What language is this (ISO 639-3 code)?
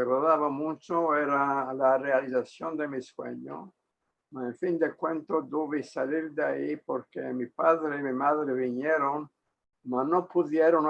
lad